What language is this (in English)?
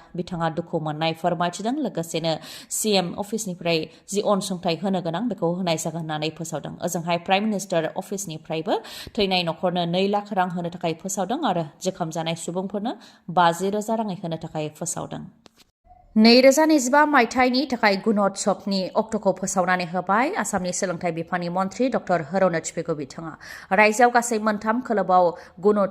Bodo